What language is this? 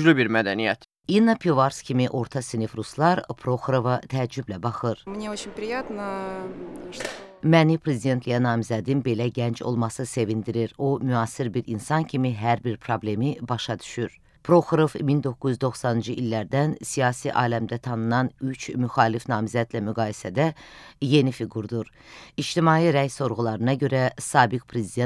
Azerbaijani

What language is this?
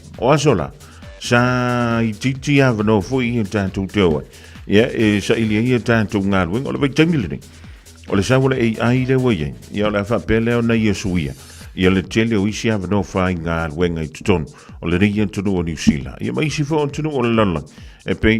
Samoan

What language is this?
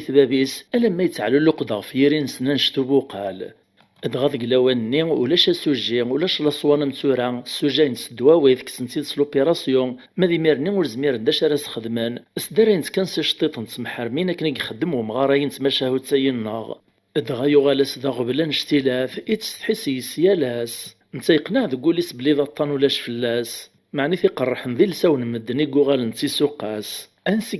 Kabyle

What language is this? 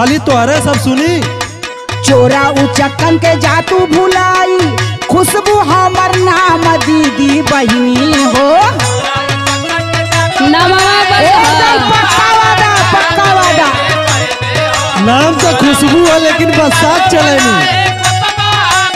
Bhojpuri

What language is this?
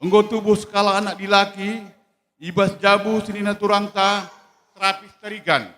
Batak Karo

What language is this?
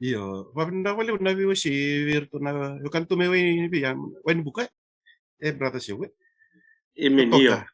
Fijian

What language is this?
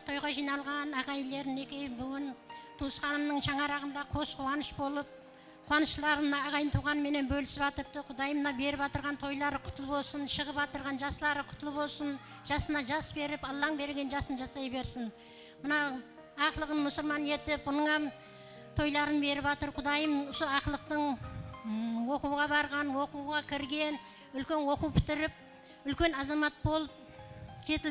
Kara-Kalpak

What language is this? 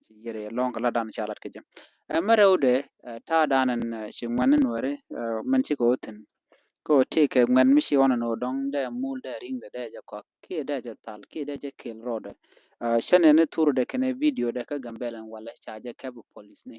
Nuer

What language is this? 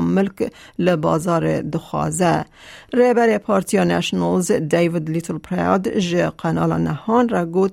Kurdish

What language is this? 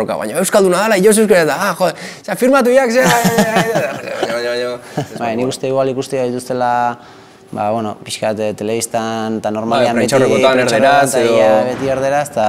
Basque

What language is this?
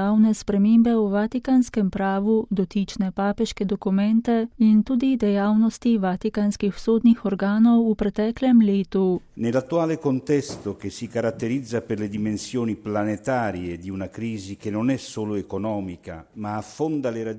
Slovenian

